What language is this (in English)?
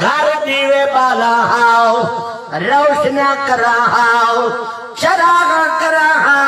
Saraiki